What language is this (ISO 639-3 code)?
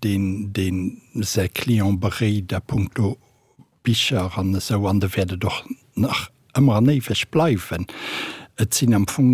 ltz